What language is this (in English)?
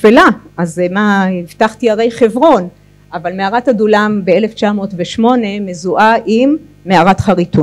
Hebrew